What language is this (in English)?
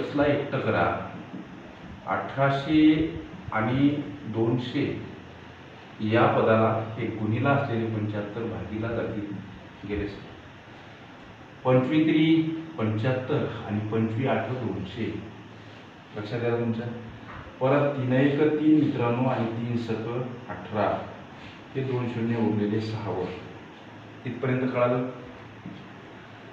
Marathi